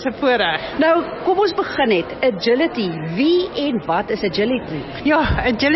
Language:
Afrikaans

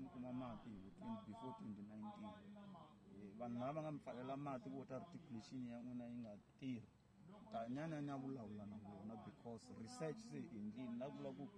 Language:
Tsonga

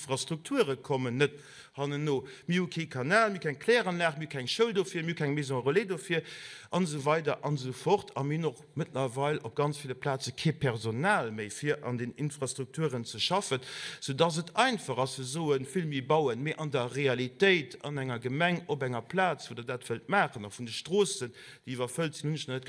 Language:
Luxembourgish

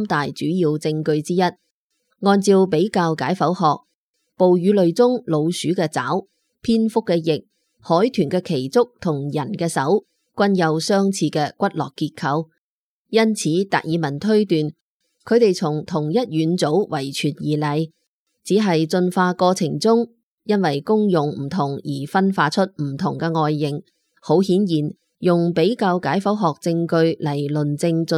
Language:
Cantonese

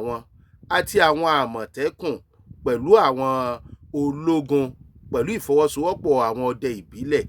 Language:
Yoruba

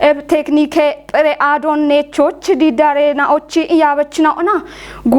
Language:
Kafa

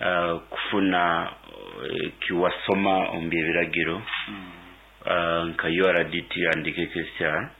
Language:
Nyoro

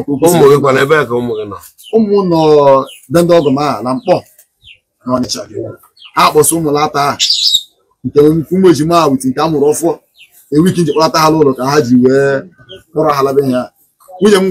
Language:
Igbo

